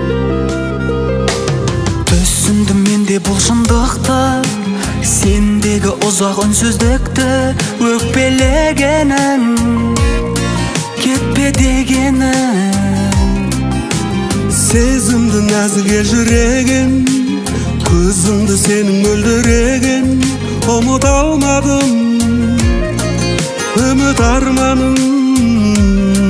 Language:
Kazakh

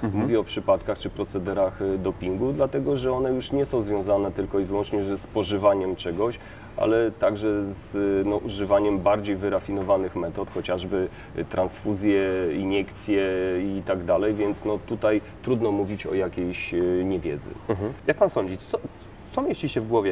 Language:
Polish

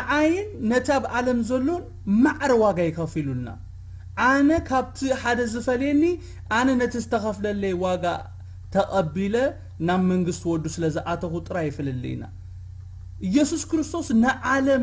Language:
Tigrinya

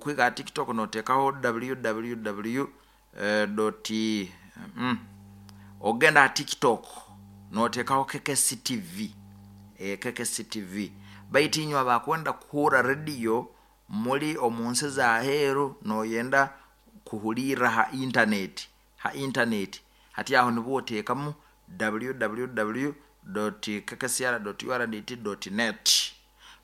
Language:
Nyoro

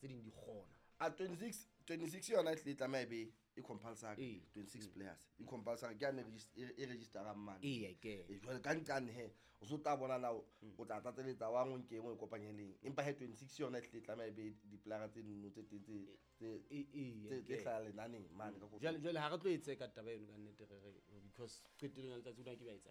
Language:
Southern Sotho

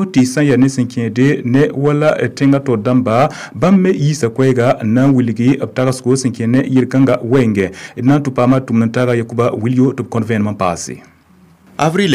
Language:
Mossi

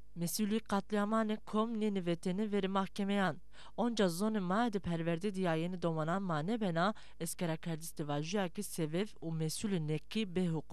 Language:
Zaza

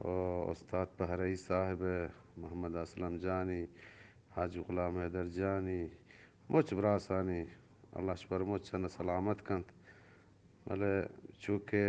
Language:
Eastern Balochi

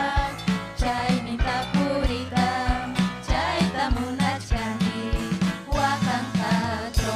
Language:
Ayacucho Quechua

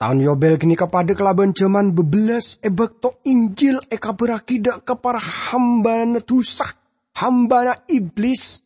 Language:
Madurese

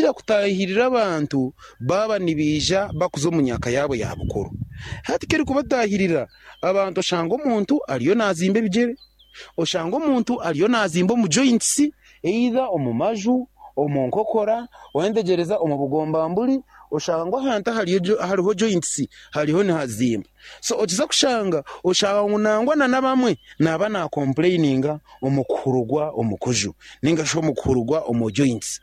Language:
Nyankole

